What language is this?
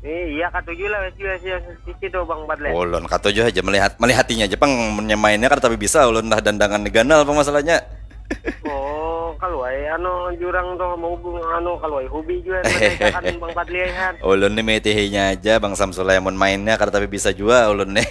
Banjar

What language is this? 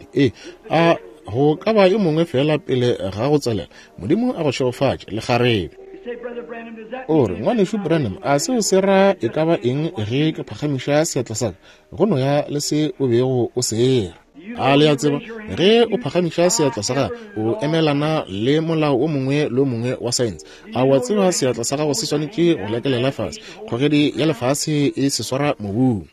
Northern Sotho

